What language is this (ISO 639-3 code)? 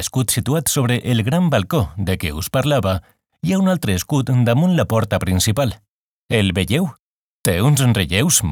cat